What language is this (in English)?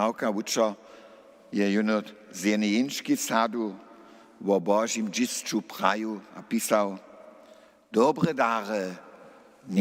Upper Sorbian